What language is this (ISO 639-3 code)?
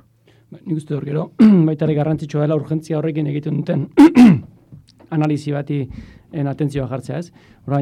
eus